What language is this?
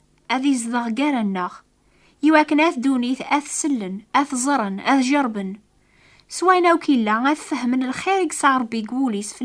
Kabyle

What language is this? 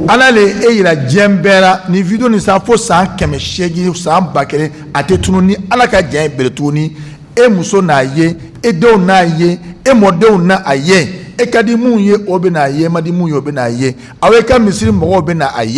Bambara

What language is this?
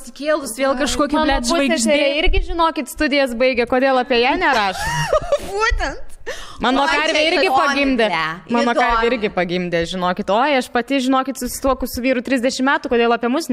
Lithuanian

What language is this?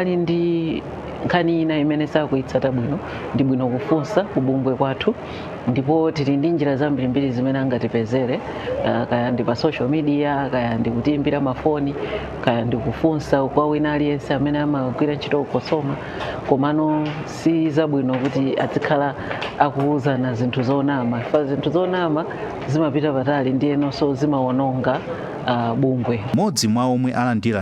Nyanja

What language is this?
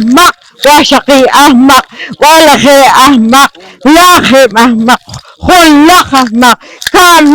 Poqomchi'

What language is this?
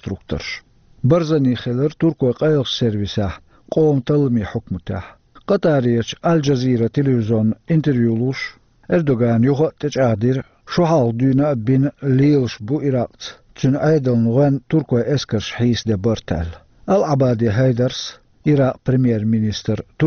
Chechen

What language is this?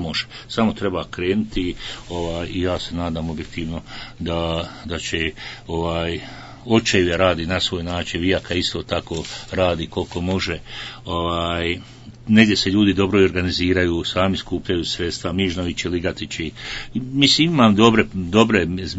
Bosnian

